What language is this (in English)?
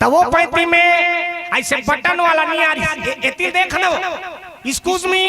Chhattisgarhi